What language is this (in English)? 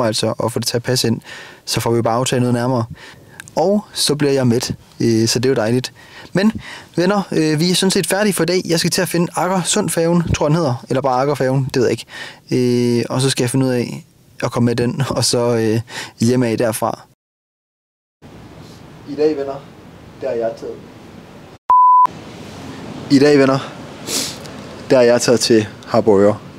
Danish